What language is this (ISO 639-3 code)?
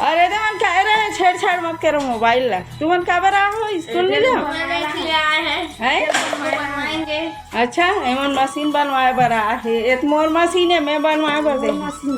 hne